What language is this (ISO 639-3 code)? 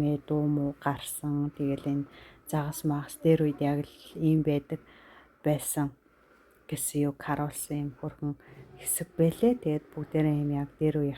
mon